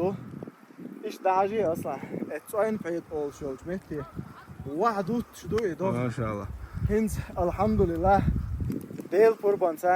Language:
Chechen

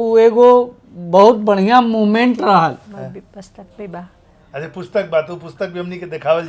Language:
Bhojpuri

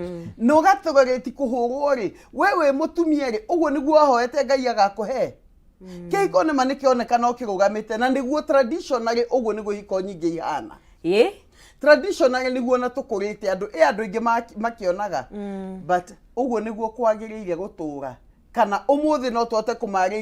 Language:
Kikuyu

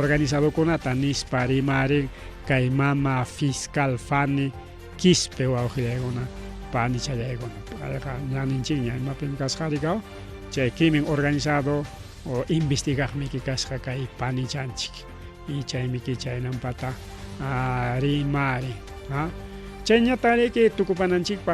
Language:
Ayacucho Quechua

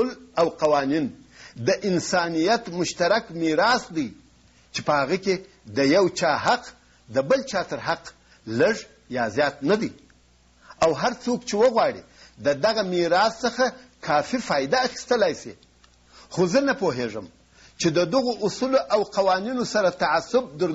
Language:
Pashto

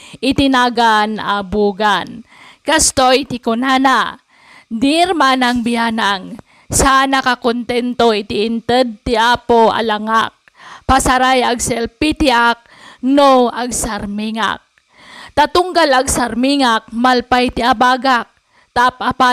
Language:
Iloko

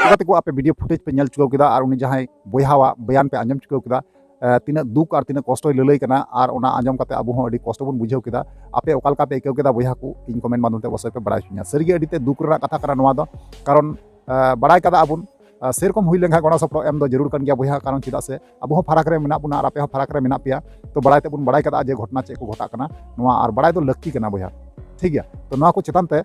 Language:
Santali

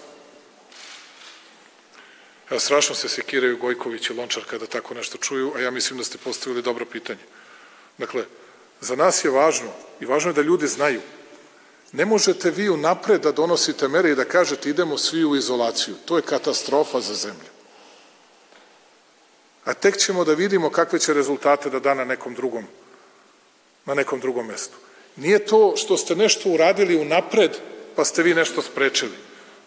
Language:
Serbian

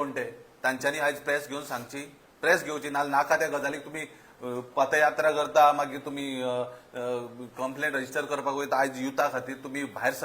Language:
Konkani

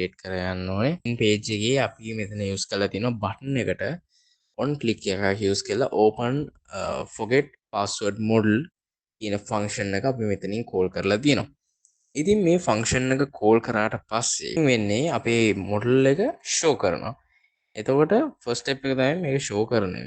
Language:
Sinhala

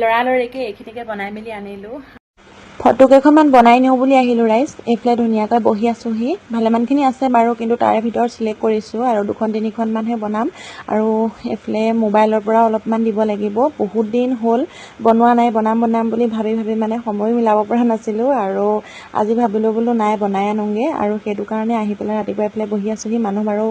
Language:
Assamese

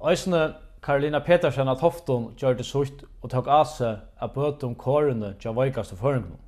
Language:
Faroese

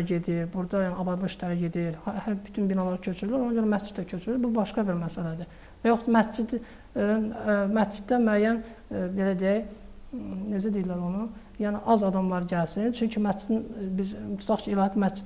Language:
Azerbaijani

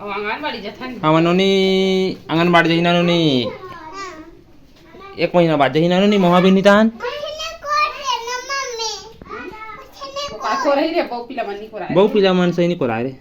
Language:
Chhattisgarhi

